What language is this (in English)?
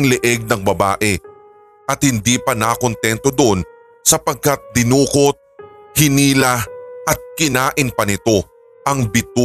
Filipino